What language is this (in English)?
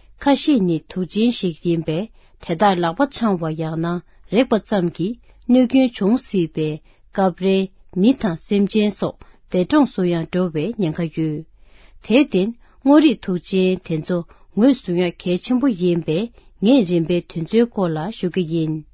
Tibetan